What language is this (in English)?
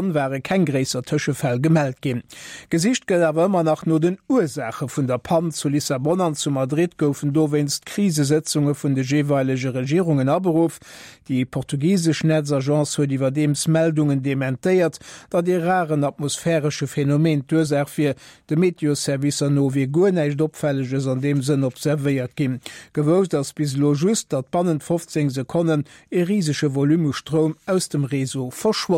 Luxembourgish